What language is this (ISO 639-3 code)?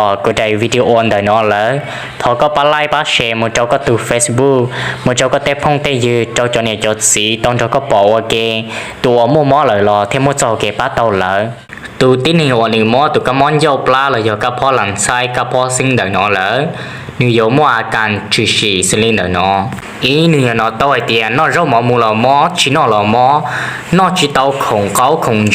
hmn